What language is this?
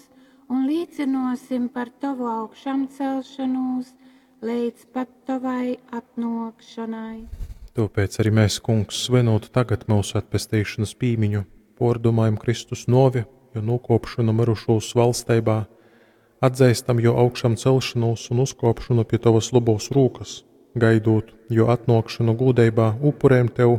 Latgalian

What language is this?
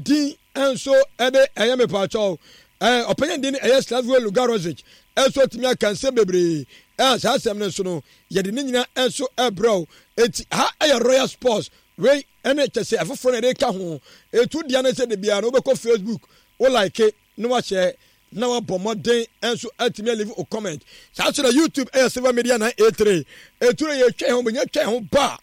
Akan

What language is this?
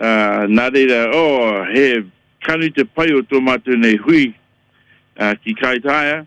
Māori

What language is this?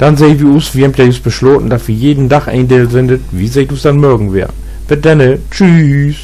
Low German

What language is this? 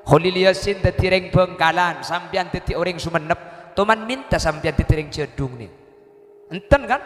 Madurese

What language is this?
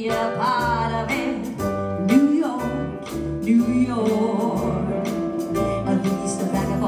Danish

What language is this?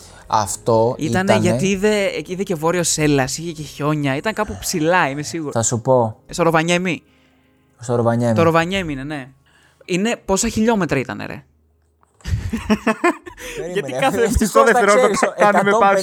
Greek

